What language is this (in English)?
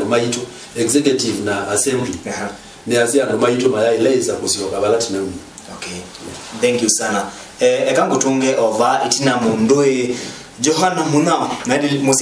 Kamba